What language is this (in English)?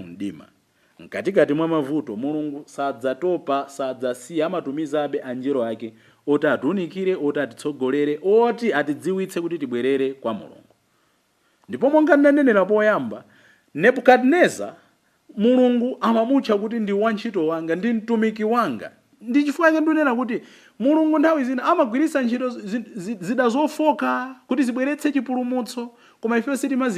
Nyanja